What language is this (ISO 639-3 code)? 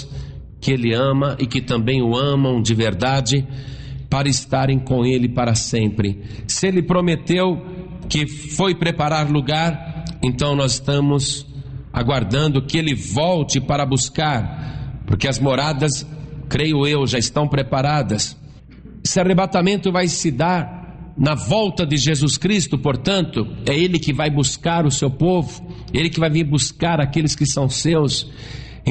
por